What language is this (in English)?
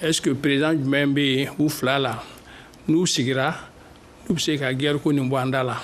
Bambara